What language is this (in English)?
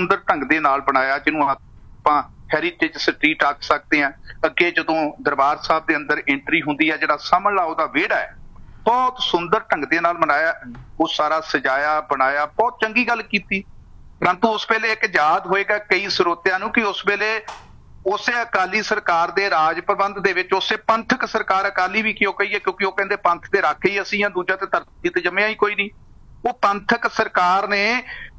Punjabi